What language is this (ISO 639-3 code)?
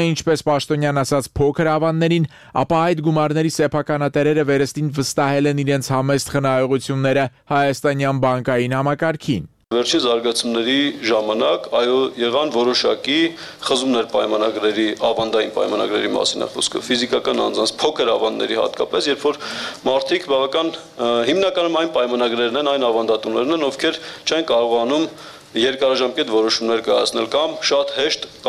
hye